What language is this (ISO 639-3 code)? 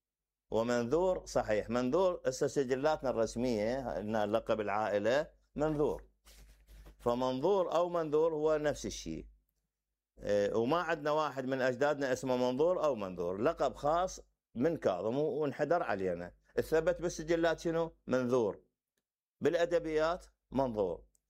acm